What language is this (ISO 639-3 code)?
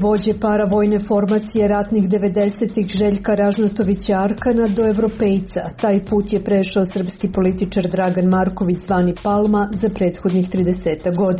srp